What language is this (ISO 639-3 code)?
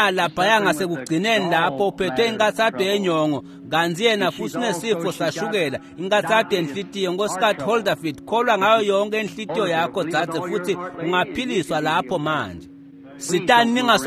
ssw